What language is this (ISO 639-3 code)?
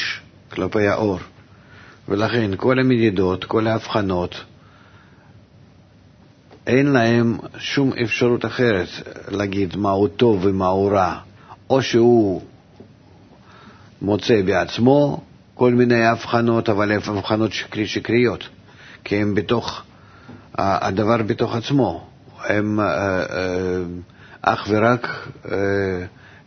heb